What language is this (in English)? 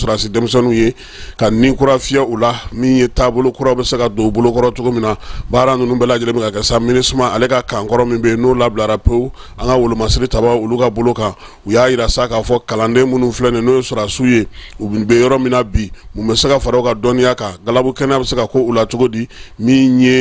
Bambara